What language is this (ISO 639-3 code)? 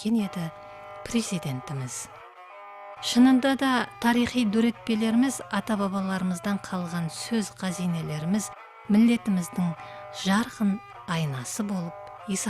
kaa